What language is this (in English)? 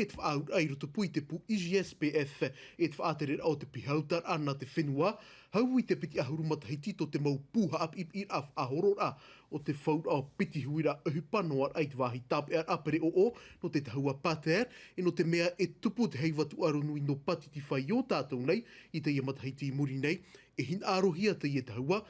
Tahitian